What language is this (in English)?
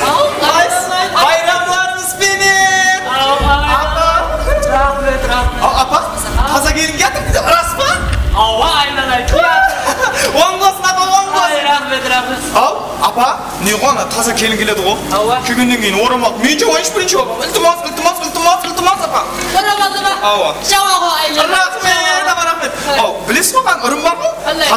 Kara-Kalpak